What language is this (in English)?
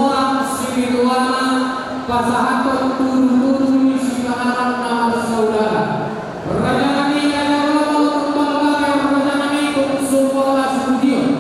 Batak Toba